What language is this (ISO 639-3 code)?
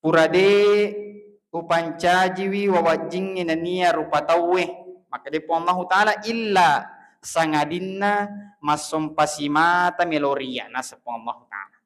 bug